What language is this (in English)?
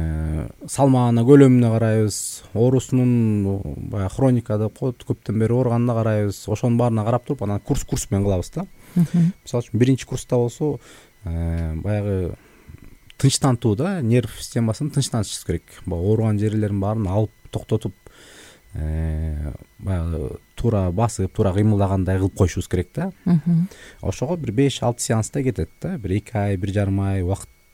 Kyrgyz